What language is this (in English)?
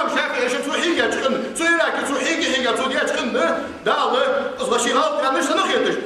Ingush